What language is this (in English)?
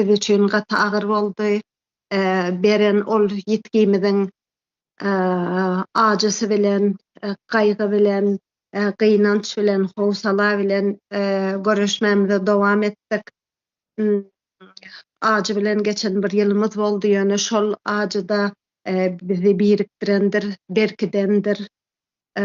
Turkmen